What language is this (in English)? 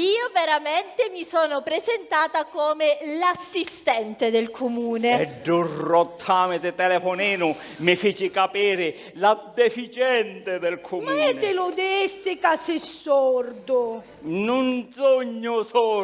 Sicilian